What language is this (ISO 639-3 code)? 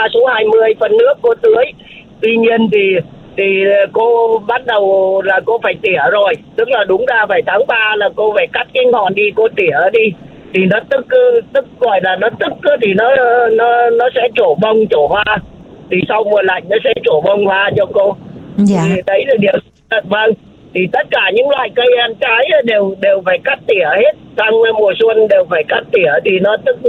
vie